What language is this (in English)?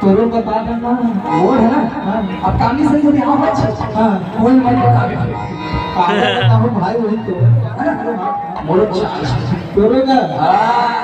Chhattisgarhi